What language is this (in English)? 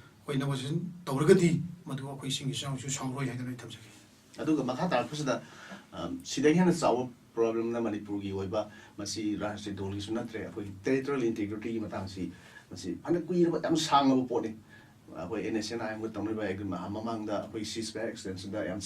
Manipuri